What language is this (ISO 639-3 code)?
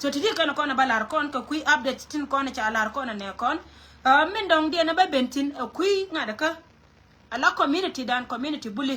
nus